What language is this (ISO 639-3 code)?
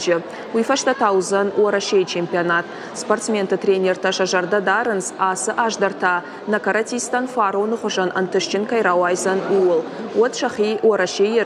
oss